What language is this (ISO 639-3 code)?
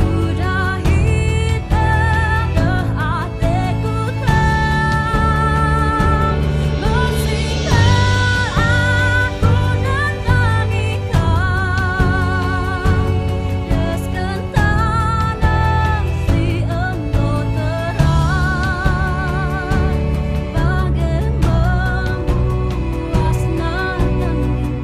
btx